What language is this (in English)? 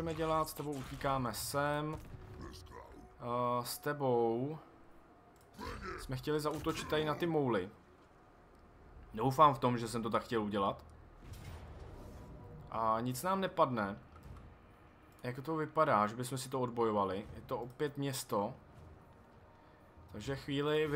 Czech